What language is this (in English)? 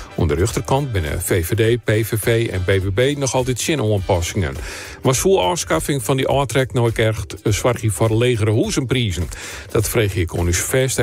Western Frisian